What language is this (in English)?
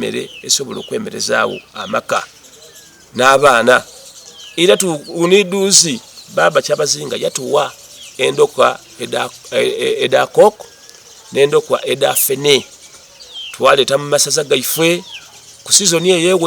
Soga